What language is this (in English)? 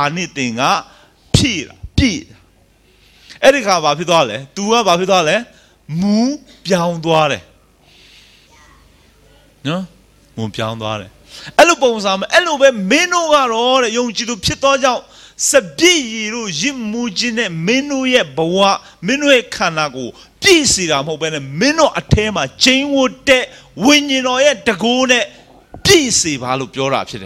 Burmese